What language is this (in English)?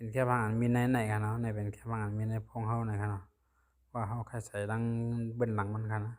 Shan